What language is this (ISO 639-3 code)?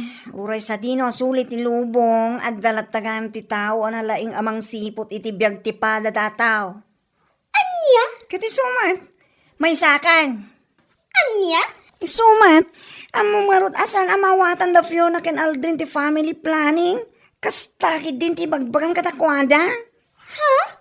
ilo